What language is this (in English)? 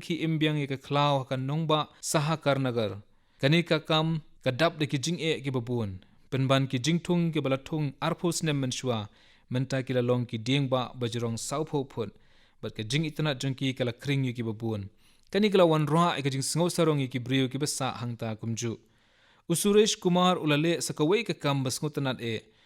Khasi